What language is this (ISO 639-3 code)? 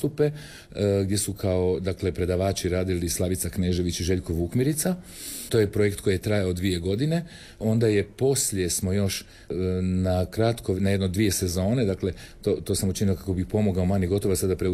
hrv